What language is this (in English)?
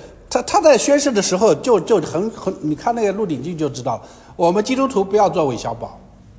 Chinese